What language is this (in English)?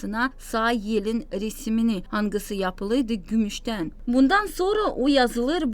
Gagauz